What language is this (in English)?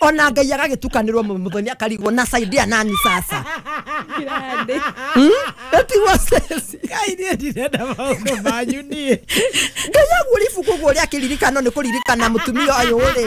Kikuyu